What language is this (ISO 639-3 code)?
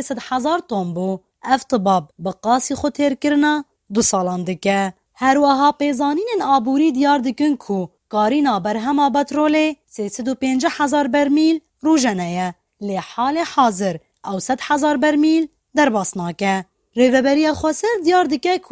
kur